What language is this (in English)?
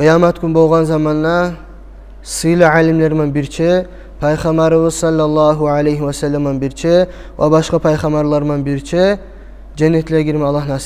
Kumyk